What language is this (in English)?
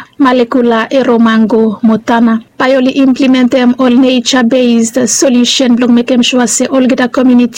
Bislama